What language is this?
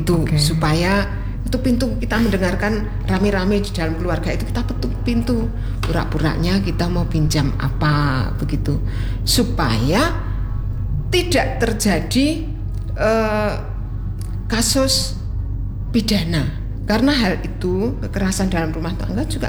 Indonesian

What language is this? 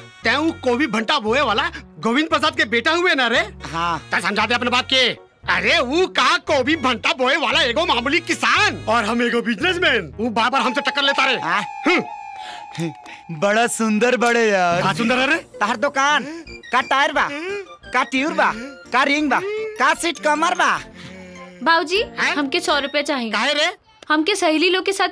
Bhojpuri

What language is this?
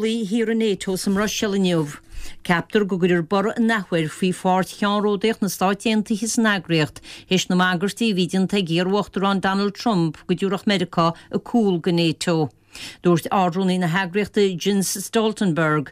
Irish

